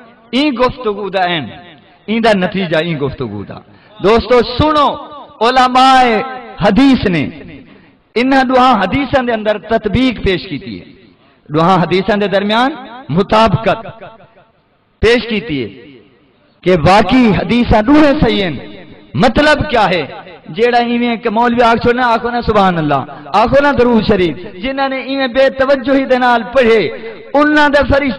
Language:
Saraiki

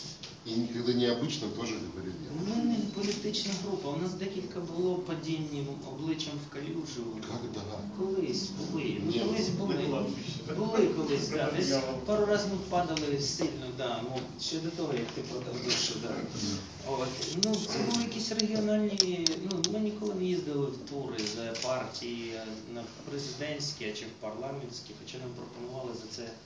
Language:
Ukrainian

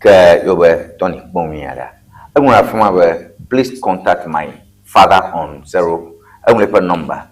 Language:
Ewe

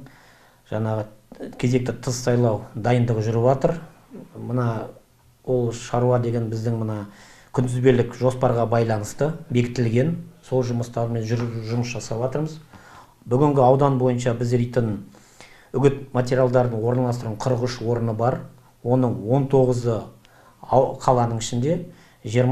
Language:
Kazakh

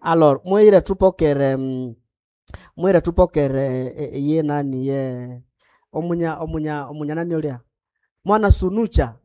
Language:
Nande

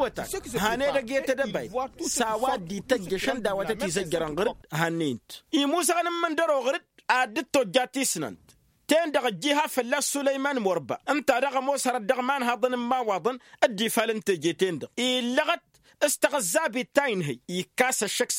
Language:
Tamasheq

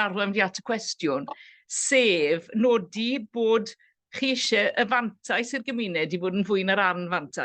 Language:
Welsh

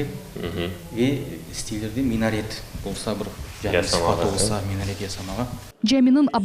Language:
Crimean Tatar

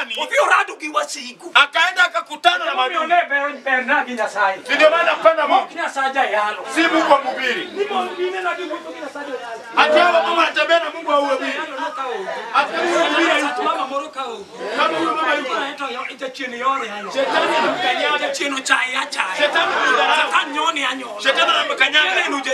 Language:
Luo (Kenya and Tanzania)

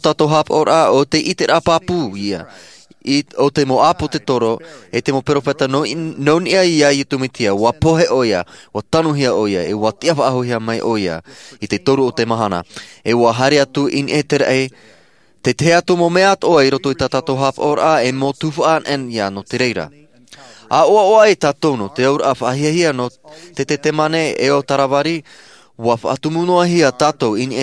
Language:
Tahitian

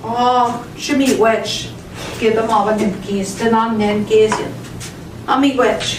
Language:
Central Ojibwa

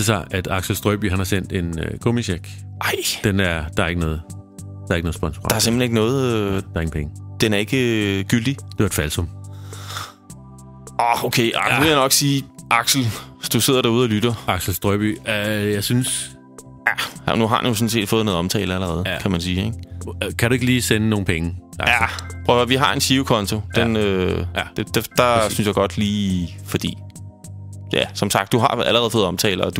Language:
Danish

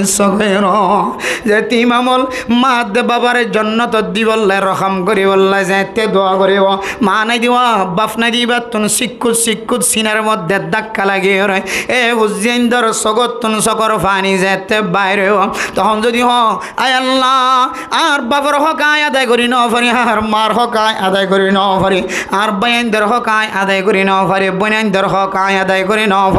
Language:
Rohingya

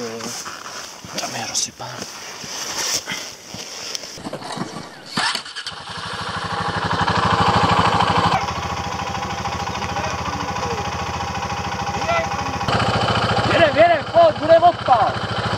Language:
Czech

